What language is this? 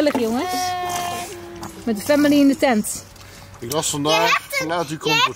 Dutch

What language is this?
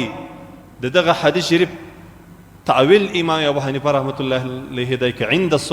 Pashto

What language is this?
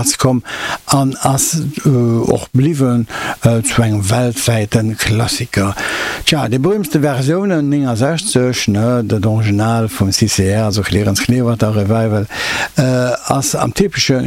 Luxembourgish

